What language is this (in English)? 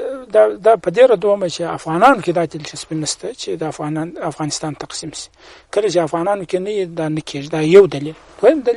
Pashto